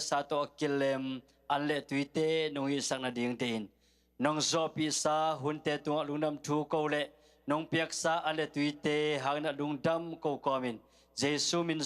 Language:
Tedim Chin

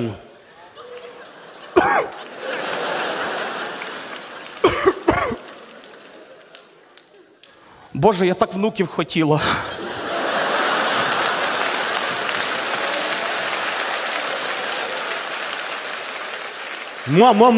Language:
Ukrainian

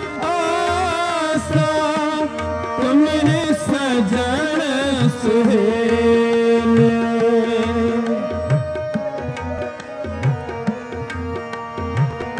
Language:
Punjabi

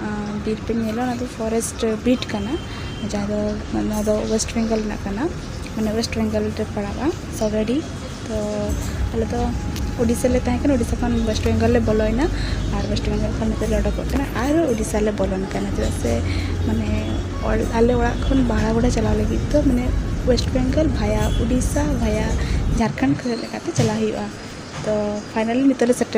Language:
Santali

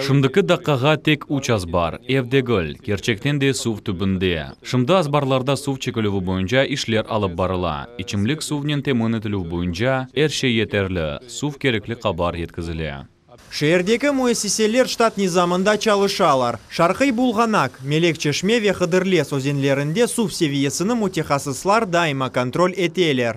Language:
Crimean Tatar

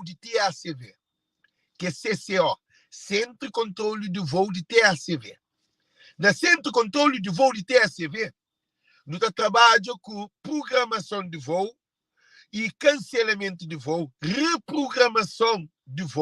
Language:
Kabuverdianu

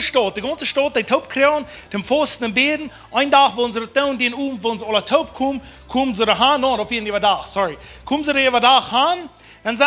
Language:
Plautdietsch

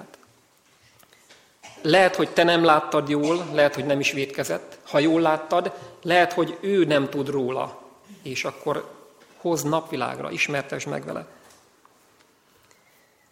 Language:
Hungarian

